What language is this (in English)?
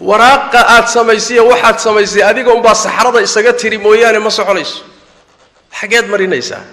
Somali